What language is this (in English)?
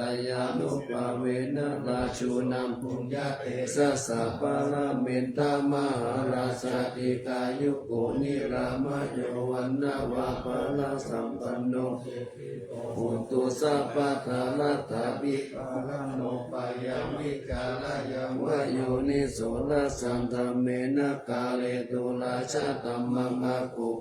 Pali